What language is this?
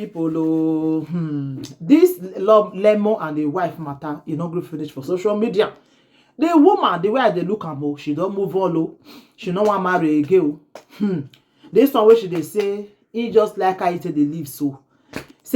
Nigerian Pidgin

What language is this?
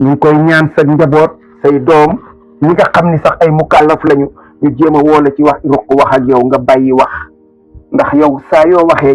Wolof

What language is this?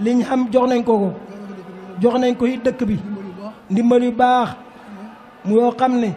Wolof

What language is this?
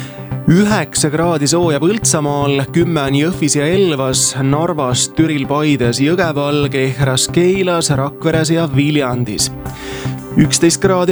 Estonian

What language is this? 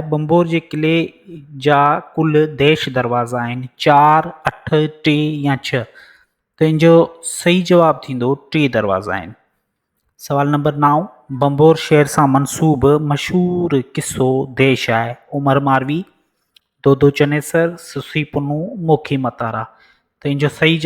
Sindhi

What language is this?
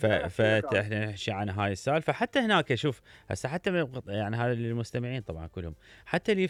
Mesopotamian Arabic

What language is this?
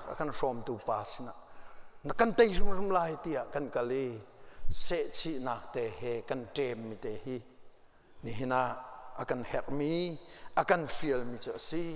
Hakha Chin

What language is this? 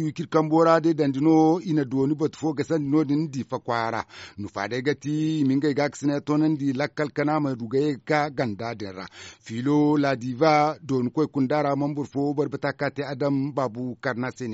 Zarma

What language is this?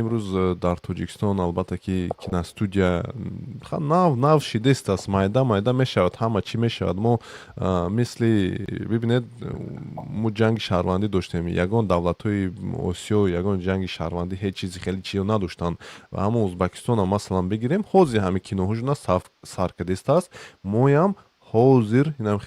Tajik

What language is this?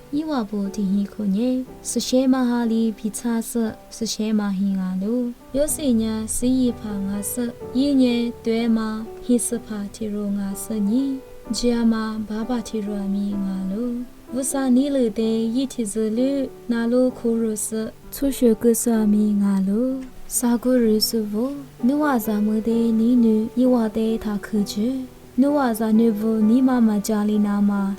Lisu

